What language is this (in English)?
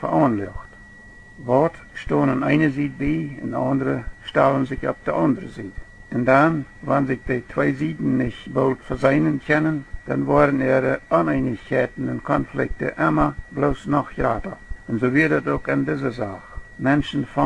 Plautdietsch